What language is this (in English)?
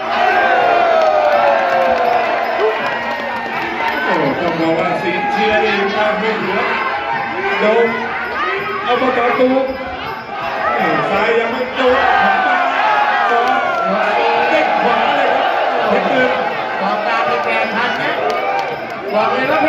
Thai